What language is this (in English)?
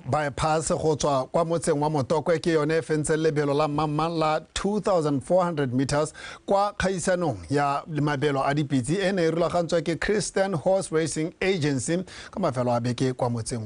Tswana